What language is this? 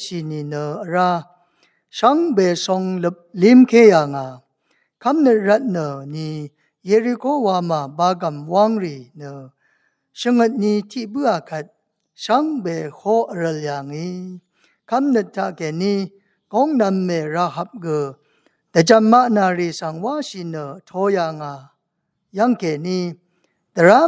Rawang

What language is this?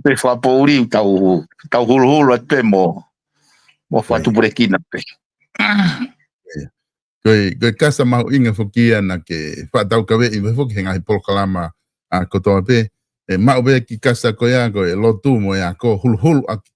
Tongan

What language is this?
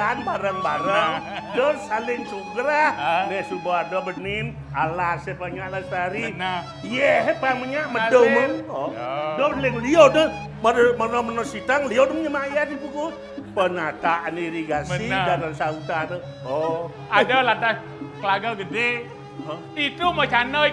Balinese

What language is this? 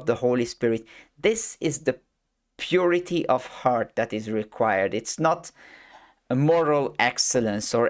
English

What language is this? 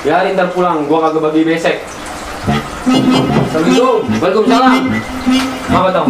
Betawi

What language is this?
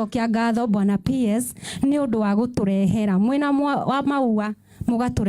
Kikuyu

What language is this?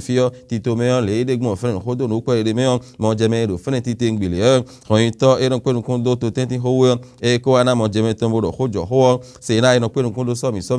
Fon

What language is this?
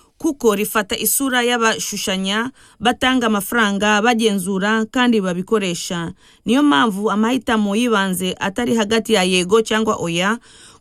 Kinyarwanda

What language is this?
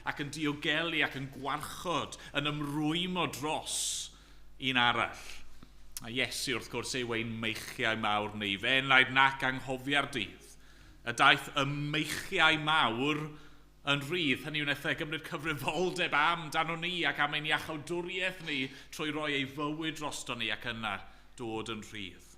Welsh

